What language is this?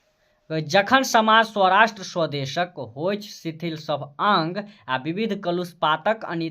Maithili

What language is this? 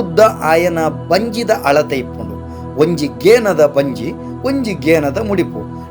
Tulu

